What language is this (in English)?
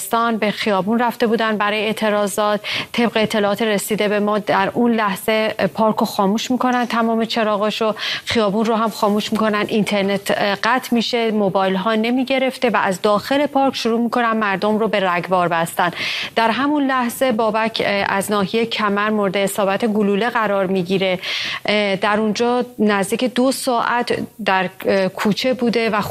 Persian